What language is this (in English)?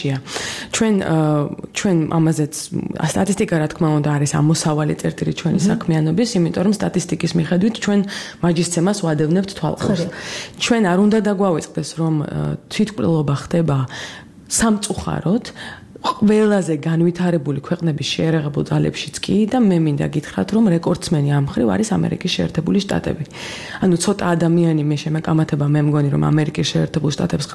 Georgian